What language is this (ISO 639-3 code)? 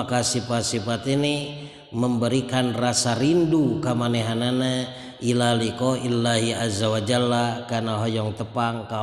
sun